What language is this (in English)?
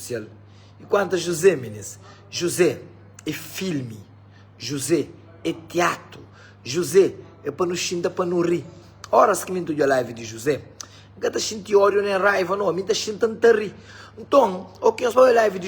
Kabuverdianu